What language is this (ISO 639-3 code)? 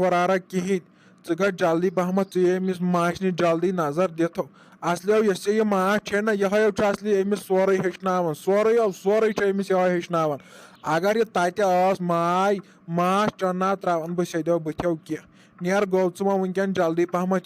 kas